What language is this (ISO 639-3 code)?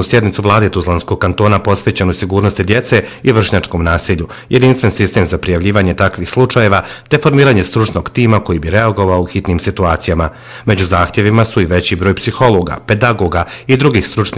bos